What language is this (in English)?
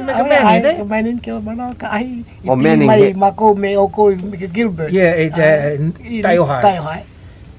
Hawaiian